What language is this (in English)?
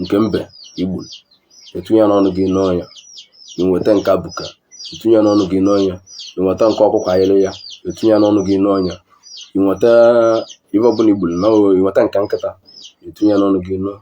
Igbo